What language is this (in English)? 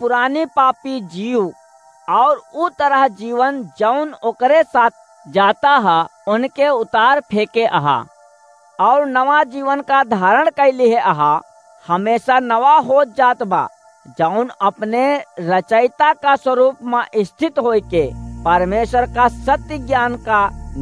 Awadhi